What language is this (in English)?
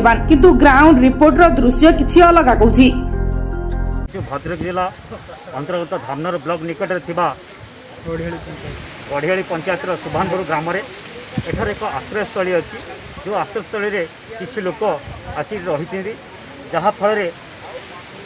Odia